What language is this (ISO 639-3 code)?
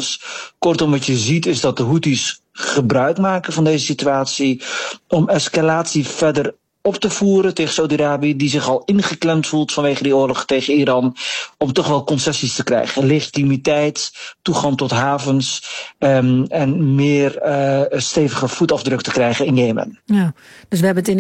nld